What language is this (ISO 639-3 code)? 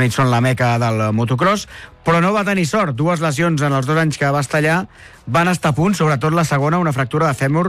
cat